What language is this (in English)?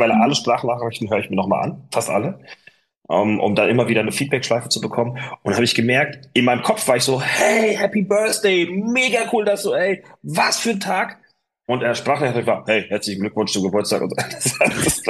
German